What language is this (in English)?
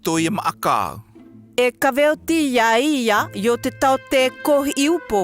South Marquesan